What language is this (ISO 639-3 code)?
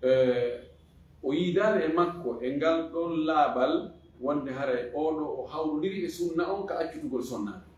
ful